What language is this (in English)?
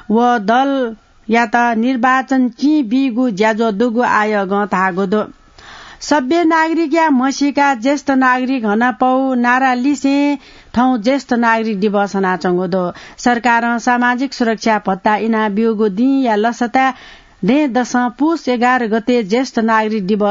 Newari